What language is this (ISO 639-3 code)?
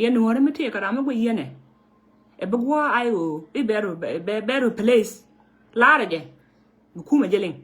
nus